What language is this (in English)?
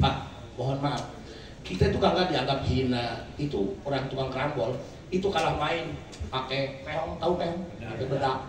Betawi